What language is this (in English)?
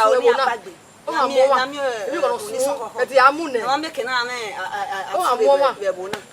Bini